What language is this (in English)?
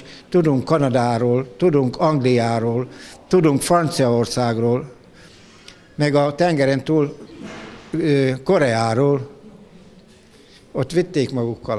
Hungarian